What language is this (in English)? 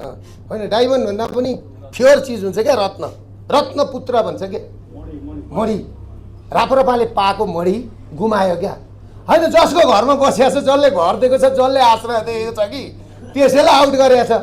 Nepali